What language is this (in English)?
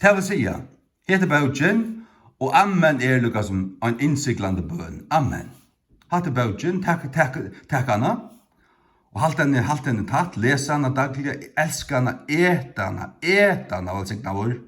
Faroese